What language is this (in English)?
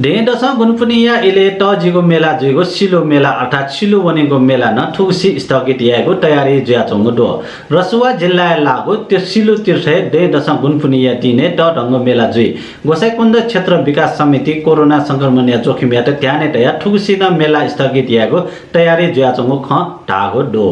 Newari